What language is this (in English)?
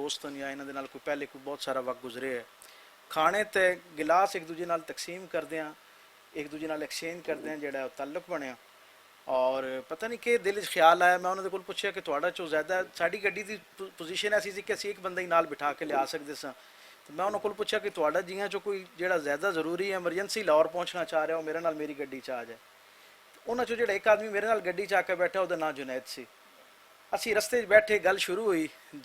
Western Panjabi